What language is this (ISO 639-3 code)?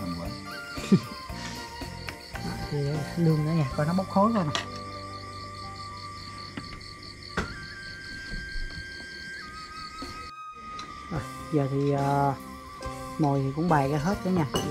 vie